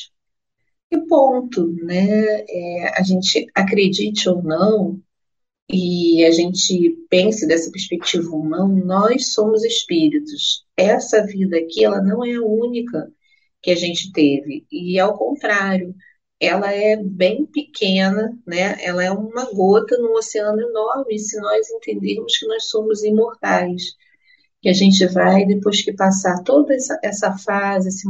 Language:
Portuguese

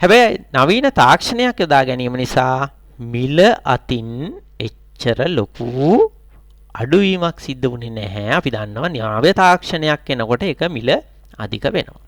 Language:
Sinhala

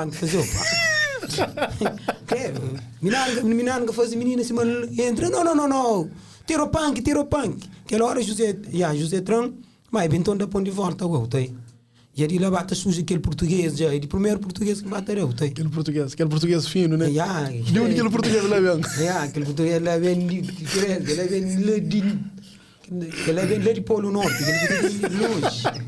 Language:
Kabuverdianu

